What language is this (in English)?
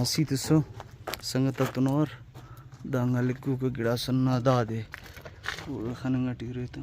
Brahui